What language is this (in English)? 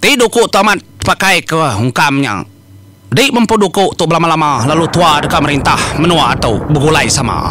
Iban